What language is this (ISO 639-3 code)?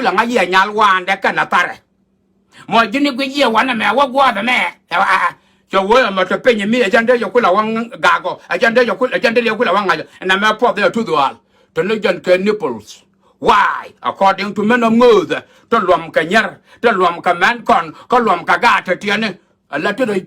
nus